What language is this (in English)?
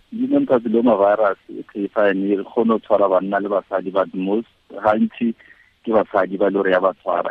Tswana